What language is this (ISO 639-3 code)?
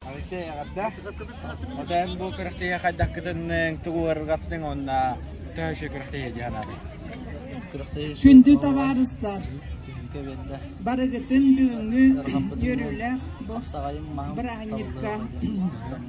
sah